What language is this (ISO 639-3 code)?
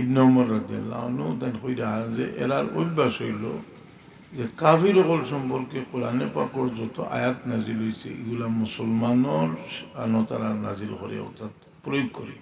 syl